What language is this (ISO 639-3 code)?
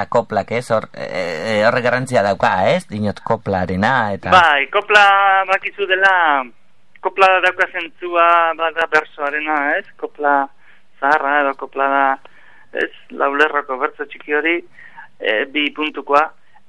eus